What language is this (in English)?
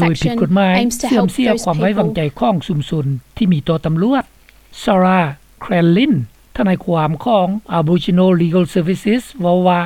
Lao